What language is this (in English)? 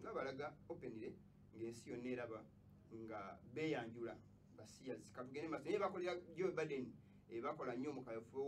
Ganda